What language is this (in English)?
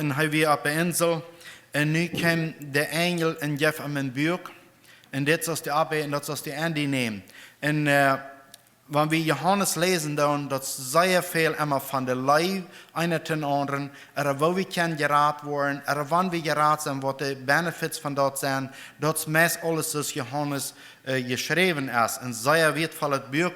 Plautdietsch